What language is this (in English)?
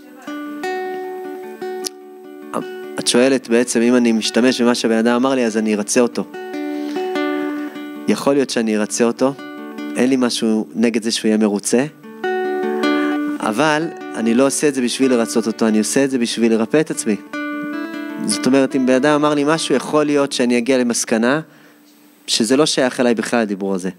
Hebrew